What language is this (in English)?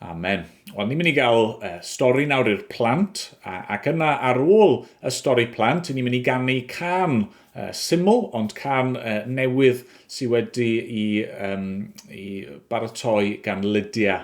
Welsh